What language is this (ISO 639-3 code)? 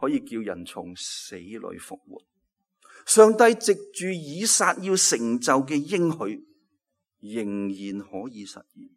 yue